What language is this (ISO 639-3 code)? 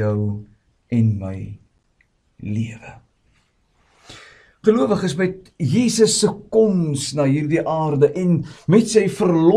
afr